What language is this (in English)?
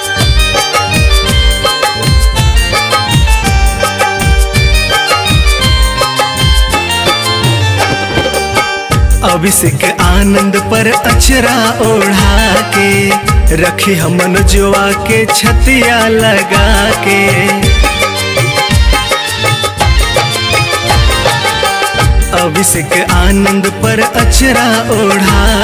Bhojpuri